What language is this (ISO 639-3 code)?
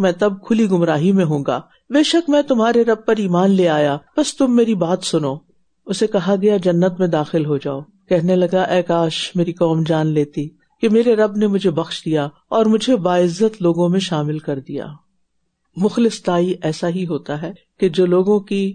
urd